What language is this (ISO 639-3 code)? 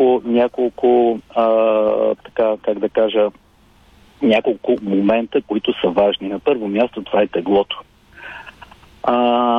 bul